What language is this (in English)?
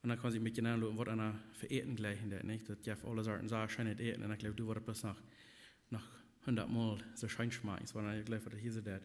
Plautdietsch